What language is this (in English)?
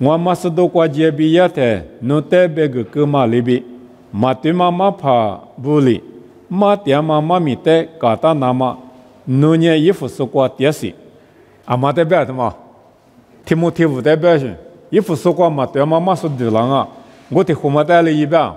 Lisu